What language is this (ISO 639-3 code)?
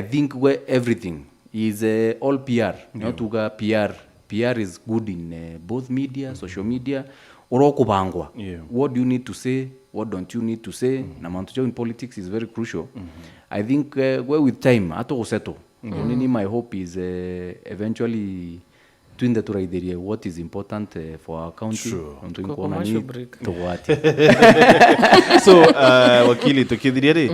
mer